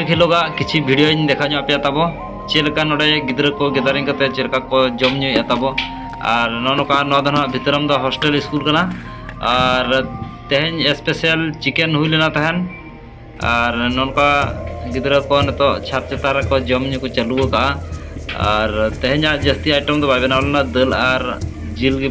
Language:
Santali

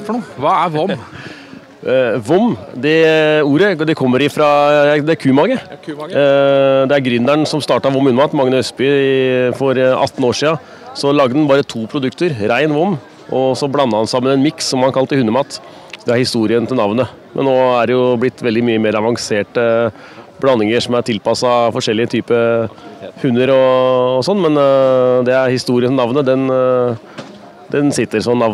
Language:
Norwegian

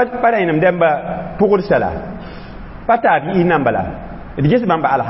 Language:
Mossi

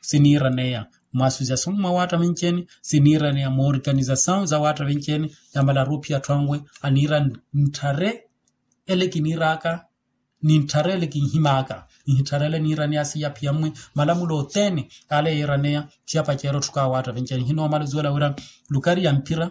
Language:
Makhuwa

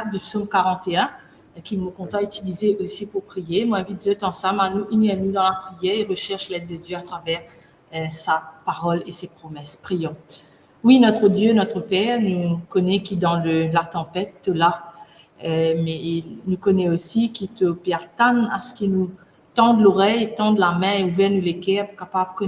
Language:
Morisyen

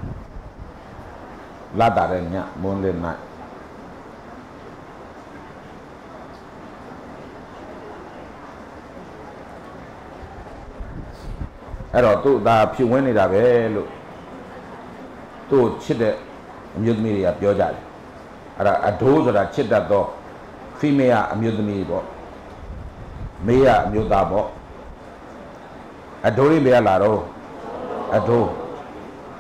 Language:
Burmese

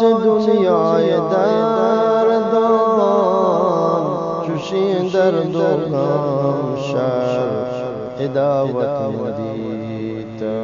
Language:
Eastern Balochi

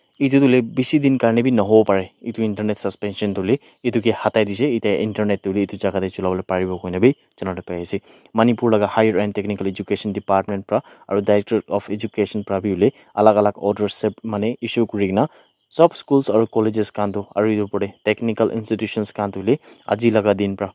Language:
Naga Pidgin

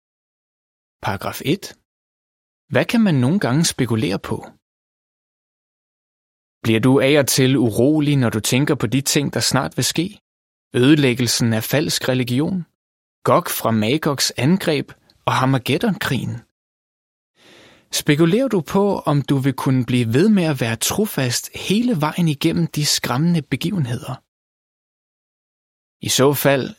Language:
Danish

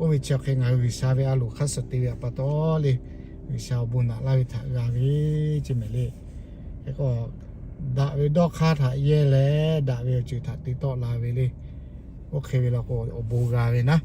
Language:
Lahu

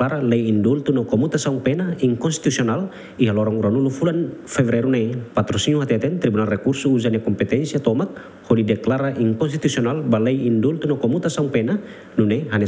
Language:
Tetum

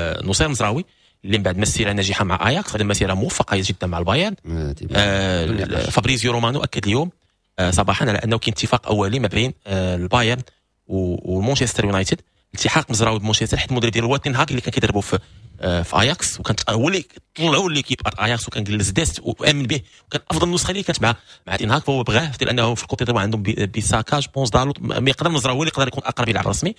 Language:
Moroccan Arabic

